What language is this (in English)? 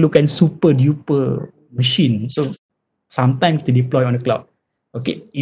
Malay